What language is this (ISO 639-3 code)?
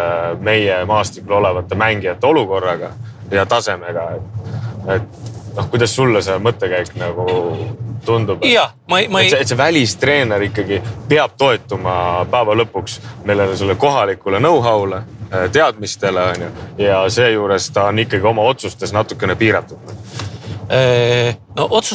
est